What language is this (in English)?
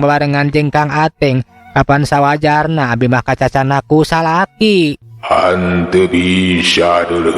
Sundanese